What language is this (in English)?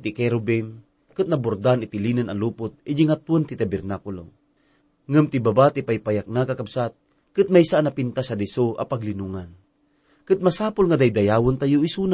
Iloko